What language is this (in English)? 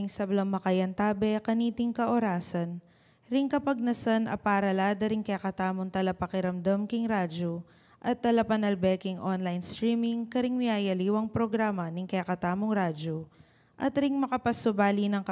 Pampanga